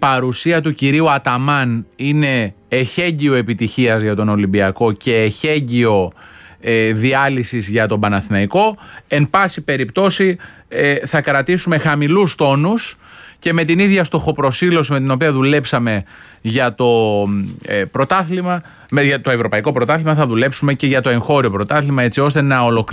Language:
Greek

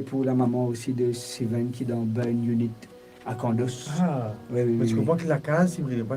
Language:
Morisyen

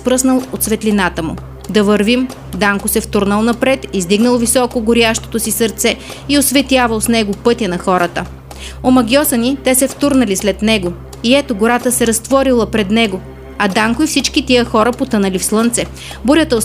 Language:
Bulgarian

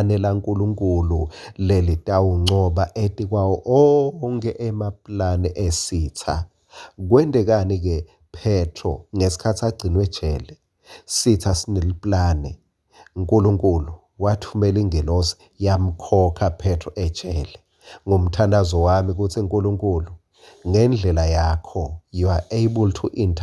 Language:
Swati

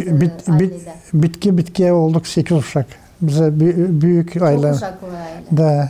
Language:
Gagauz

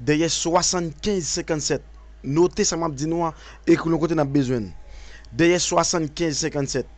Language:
Haitian Creole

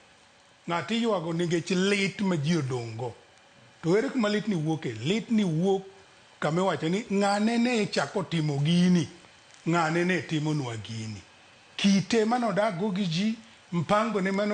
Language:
Luo (Kenya and Tanzania)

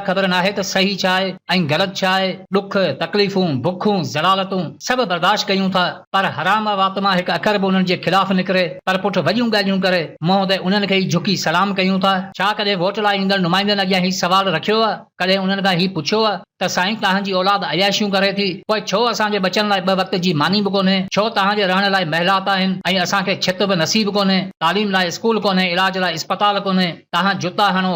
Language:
Sindhi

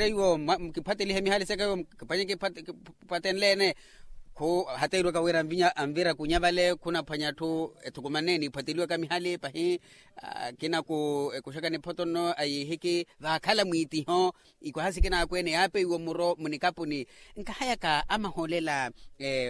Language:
Makhuwa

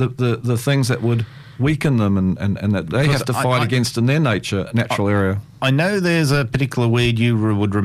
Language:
English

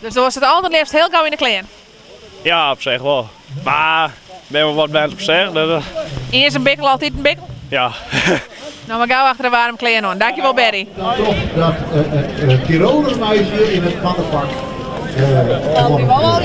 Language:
Western Frisian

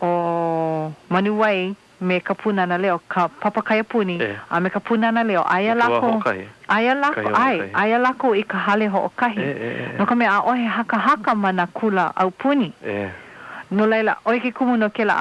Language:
Hawaiian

